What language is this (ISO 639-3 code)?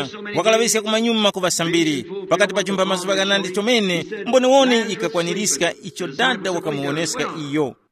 tum